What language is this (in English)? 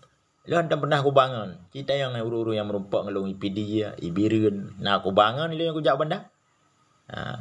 Achinese